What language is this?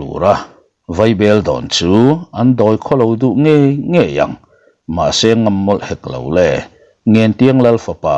Mizo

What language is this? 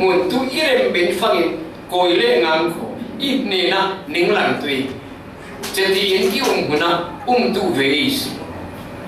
Falam Chin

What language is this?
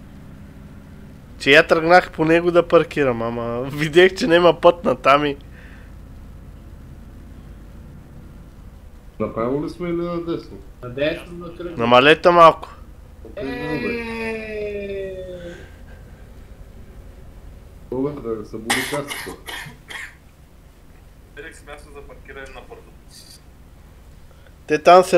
Bulgarian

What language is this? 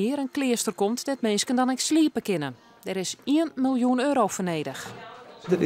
Western Frisian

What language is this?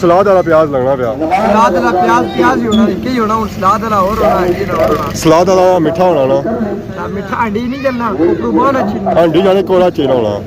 Pahari-Potwari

